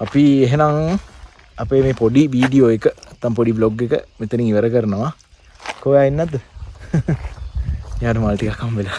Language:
Sinhala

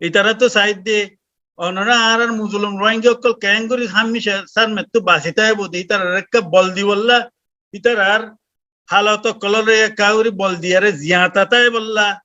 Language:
Rohingya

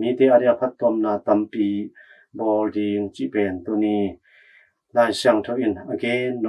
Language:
Tedim Chin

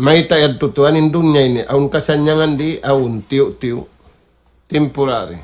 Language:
Tausug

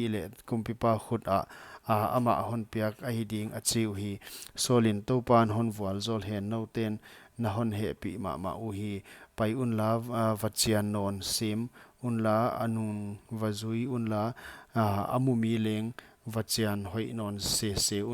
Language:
Paite Chin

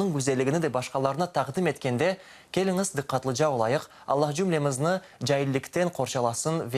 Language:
Crimean Tatar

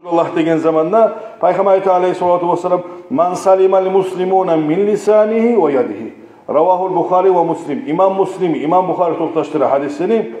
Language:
Kumyk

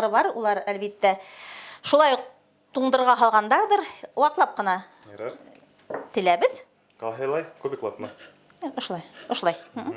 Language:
Bashkir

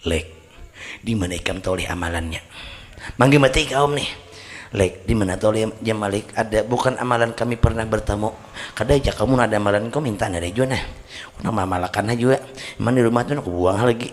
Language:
Banjar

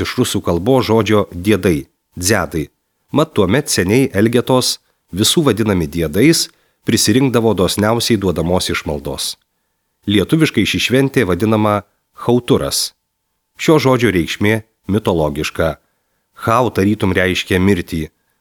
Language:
Lithuanian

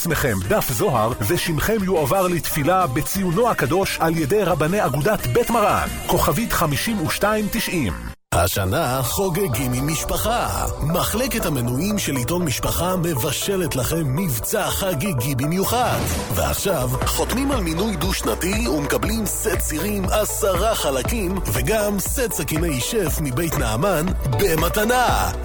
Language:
Hebrew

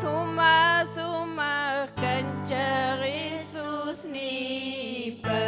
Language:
Ayacucho Quechua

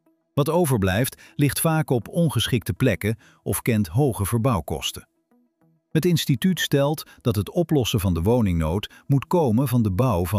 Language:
Dutch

